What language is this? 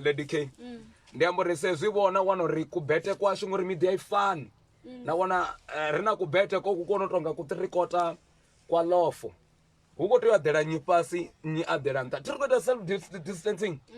Venda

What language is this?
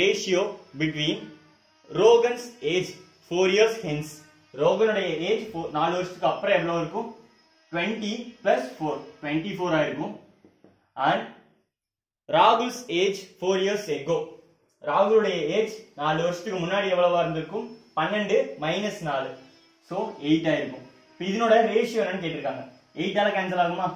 Tamil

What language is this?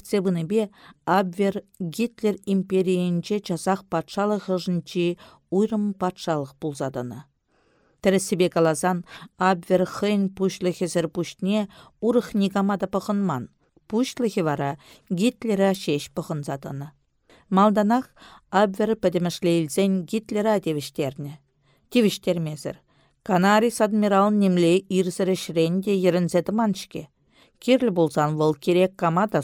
Chuvash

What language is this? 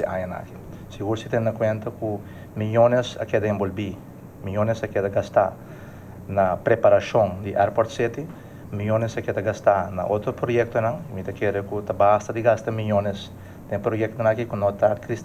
Papiamento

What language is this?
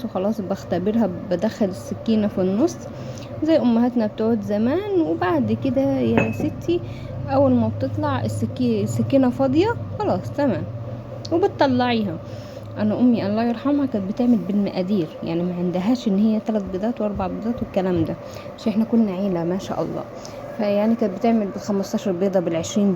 Egyptian Arabic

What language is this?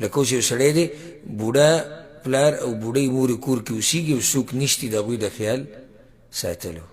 Pashto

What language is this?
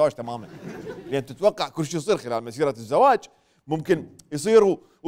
Mesopotamian Arabic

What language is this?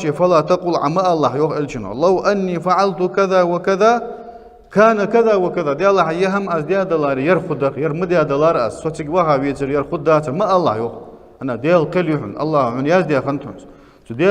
Ingush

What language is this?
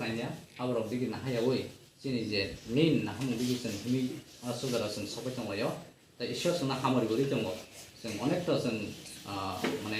Kok Borok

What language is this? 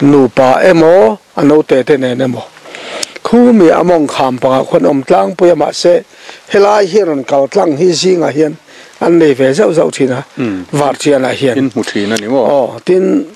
Mizo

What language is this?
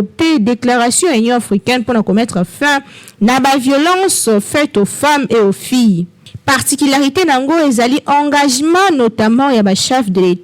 Lingala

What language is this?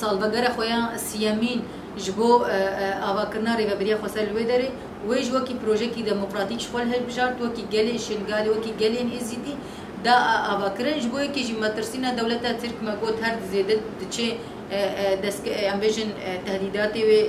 Kurdish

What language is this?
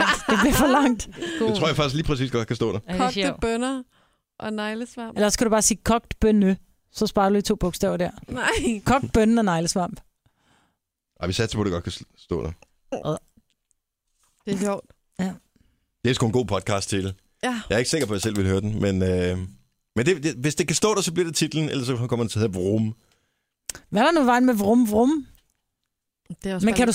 Danish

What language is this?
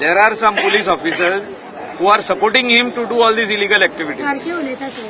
Konkani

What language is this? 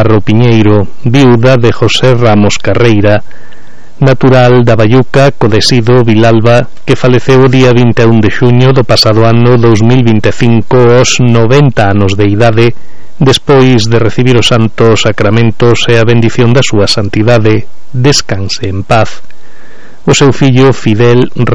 Galician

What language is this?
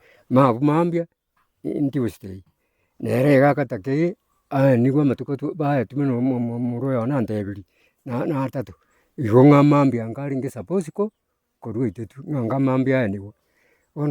Gusii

